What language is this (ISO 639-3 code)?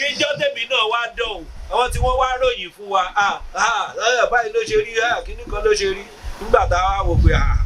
yor